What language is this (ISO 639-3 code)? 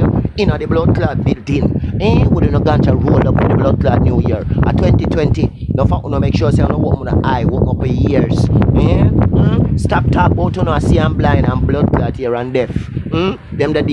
jam